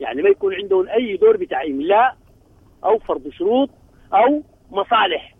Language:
Sudanese Arabic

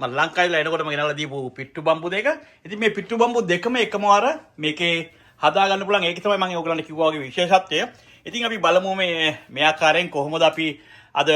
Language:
Sinhala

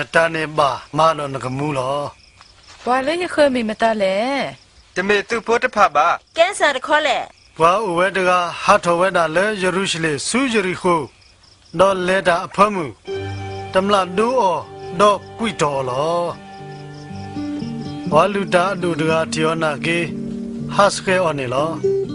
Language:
S'gaw Karen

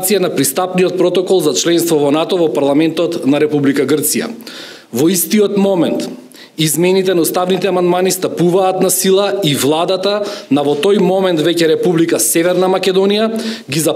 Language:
Macedonian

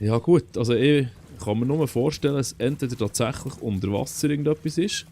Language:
Swiss German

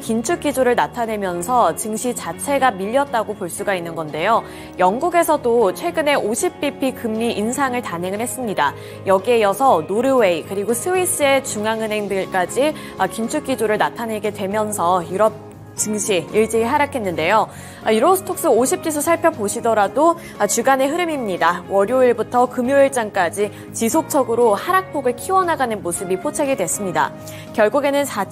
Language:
Korean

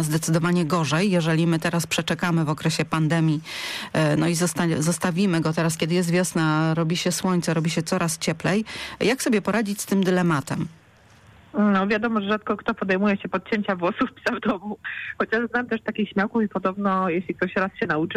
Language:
Polish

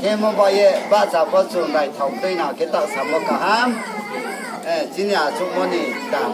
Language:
Riang (India)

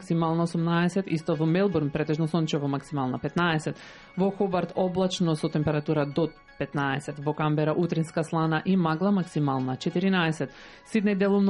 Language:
Macedonian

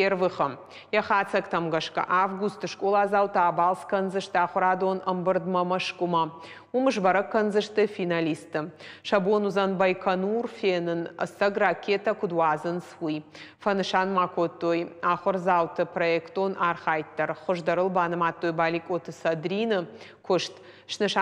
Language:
Ossetic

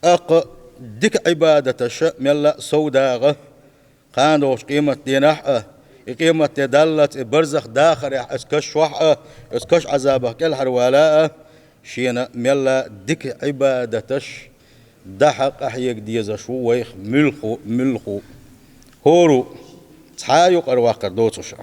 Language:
Chechen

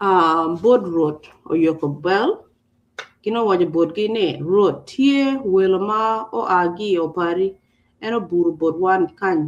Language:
Acoli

